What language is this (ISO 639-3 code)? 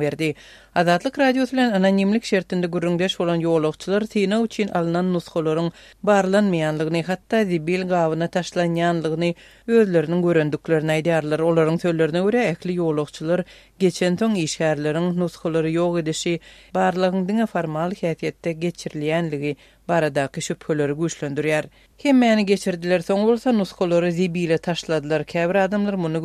tuk